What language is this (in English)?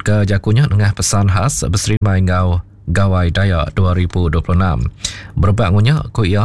Iban